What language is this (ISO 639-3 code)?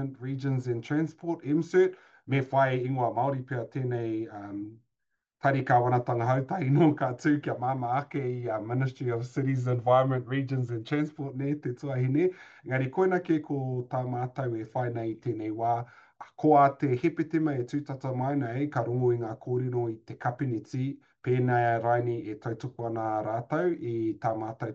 mri